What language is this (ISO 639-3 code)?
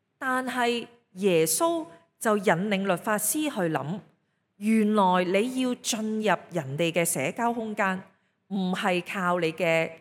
yue